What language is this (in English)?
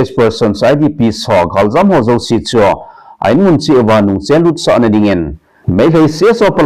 Thado Chin